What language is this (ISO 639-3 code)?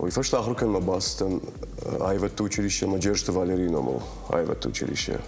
oss